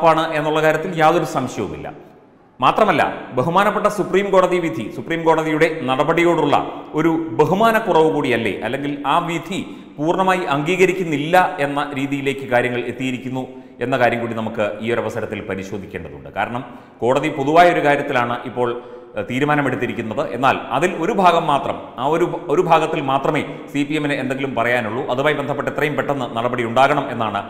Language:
Malayalam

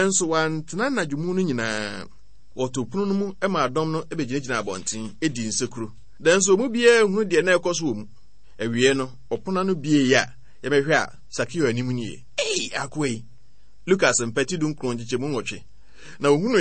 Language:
Akan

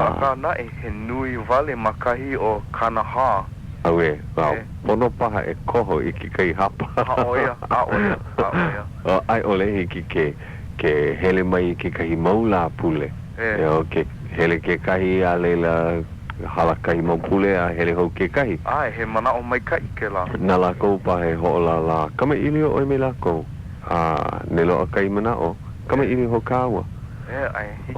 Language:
Hawaiian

